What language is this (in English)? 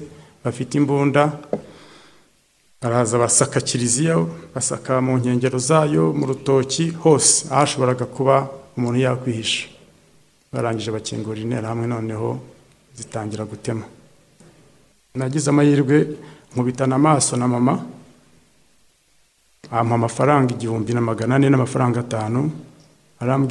Kinyarwanda